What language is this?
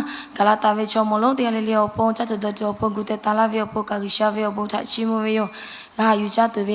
Lahu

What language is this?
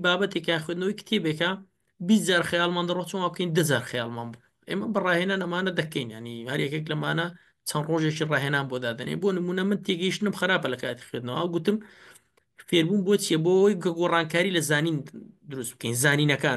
Central Kurdish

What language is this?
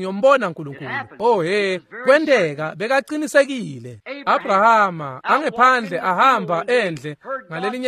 Swati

